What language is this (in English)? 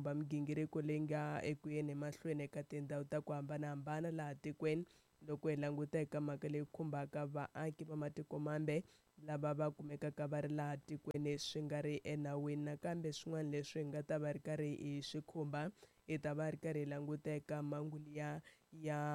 Tsonga